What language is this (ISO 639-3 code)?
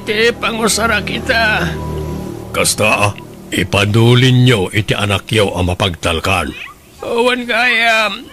ilo